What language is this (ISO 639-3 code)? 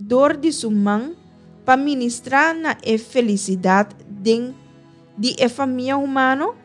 pap